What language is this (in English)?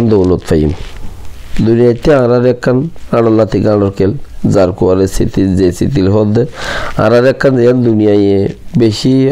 Rohingya